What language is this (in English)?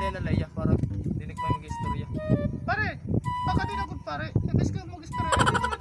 Waray